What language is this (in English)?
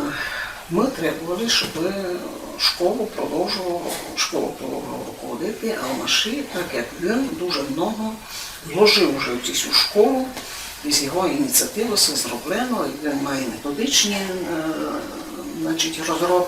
Rusyn